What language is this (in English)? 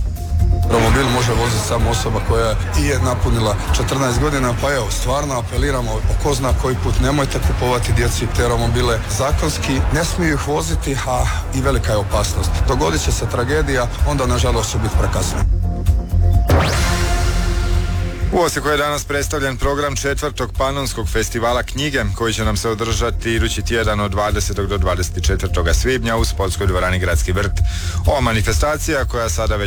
Croatian